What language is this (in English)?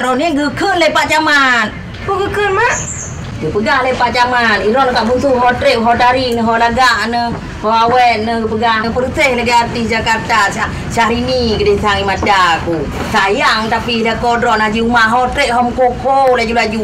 Achinese